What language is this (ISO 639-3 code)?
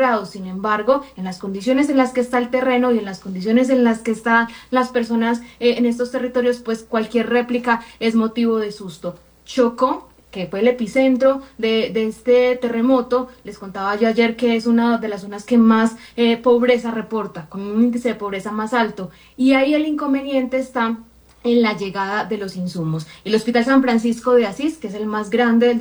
spa